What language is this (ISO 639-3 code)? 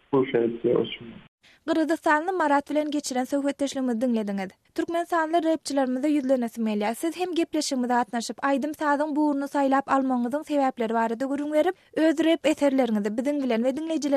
tuk